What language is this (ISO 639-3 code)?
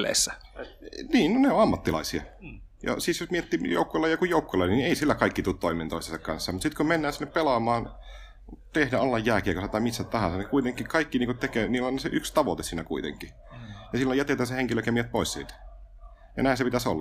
fin